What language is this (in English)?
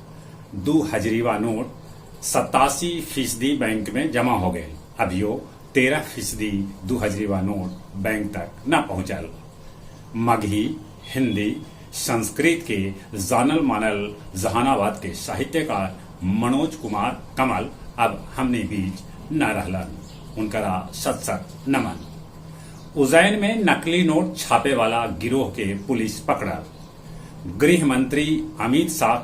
Magahi